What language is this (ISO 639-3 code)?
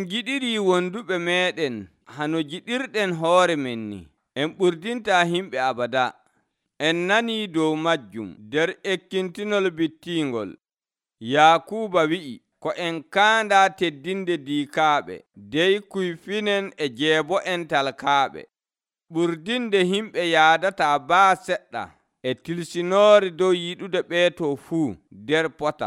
fuv